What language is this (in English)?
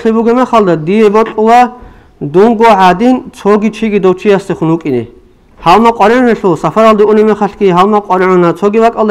Avaric